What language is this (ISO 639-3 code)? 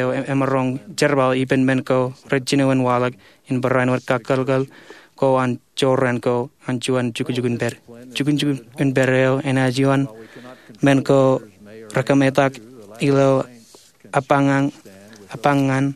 mah